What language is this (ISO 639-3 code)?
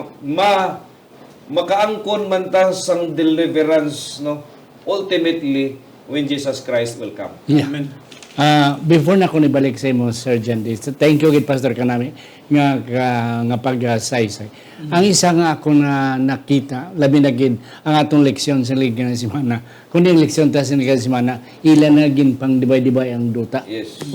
hil